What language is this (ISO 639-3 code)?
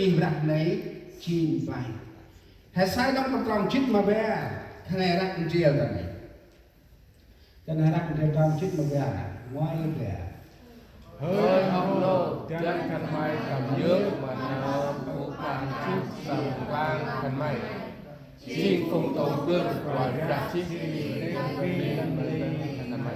cmo